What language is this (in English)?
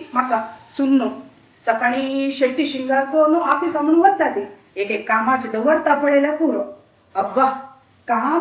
Konkani